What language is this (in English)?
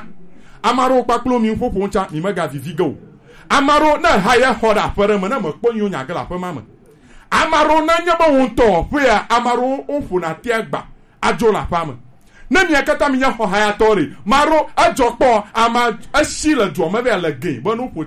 Gen